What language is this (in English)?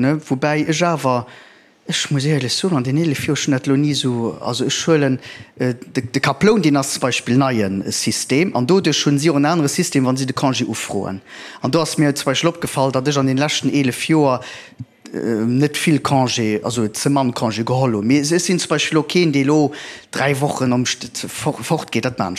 Luxembourgish